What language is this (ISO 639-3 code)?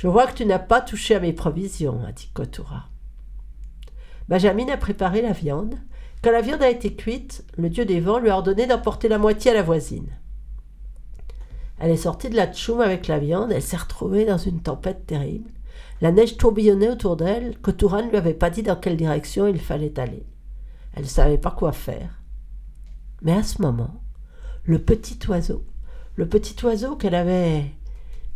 fra